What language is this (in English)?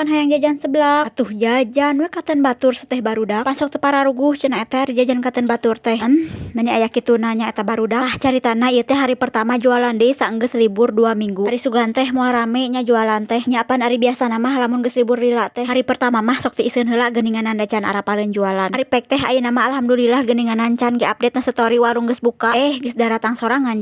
Sundanese